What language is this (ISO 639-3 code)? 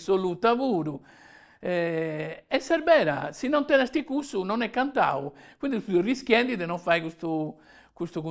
srd